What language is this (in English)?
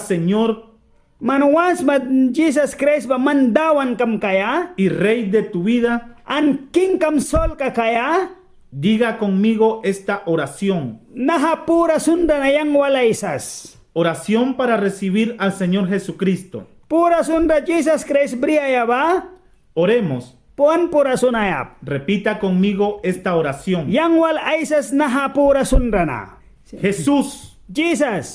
Mískito